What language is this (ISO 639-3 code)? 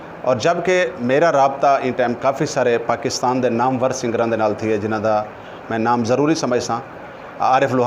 skr